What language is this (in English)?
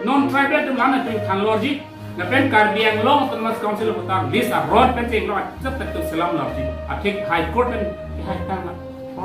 Karbi